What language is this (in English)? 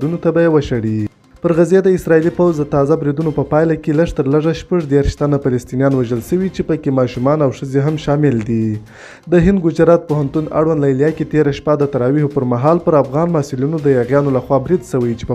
Pashto